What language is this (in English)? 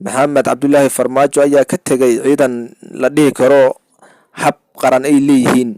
Somali